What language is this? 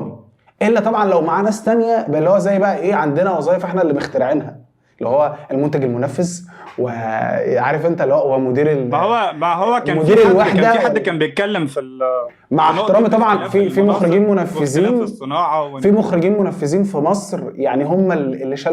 Egyptian Arabic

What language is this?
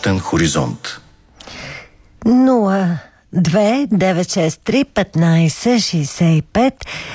Bulgarian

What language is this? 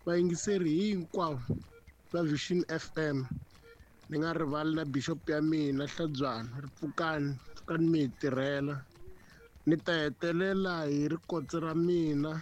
Tsonga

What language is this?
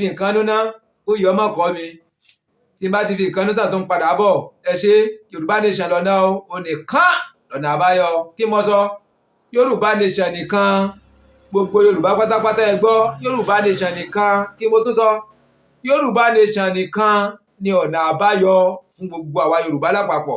Yoruba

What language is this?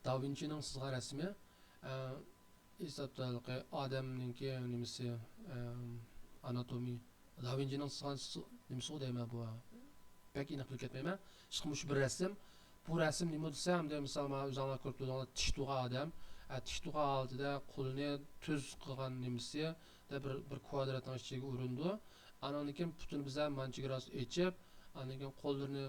Uyghur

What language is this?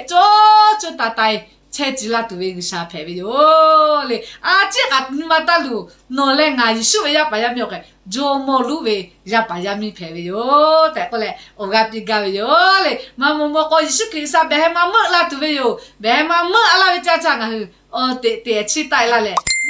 Lahu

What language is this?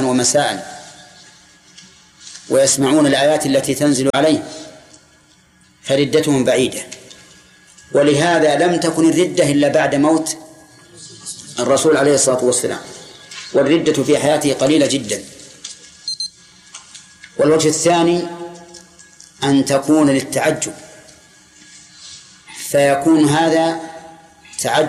Arabic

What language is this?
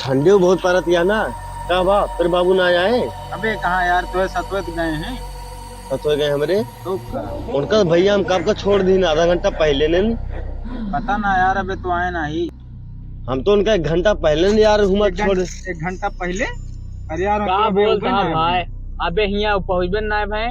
Awadhi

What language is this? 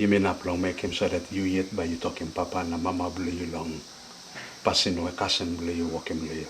Tok Pisin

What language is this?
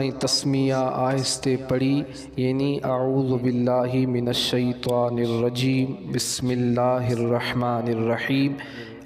Sindhi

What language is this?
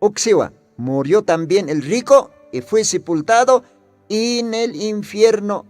Aymara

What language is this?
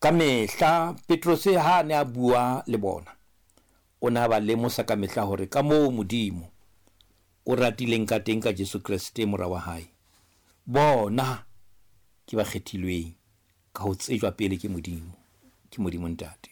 Southern Sotho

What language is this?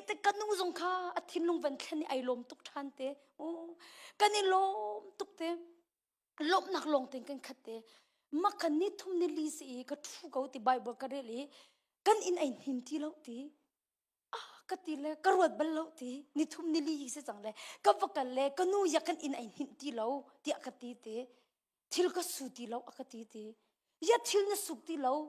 Hakha Chin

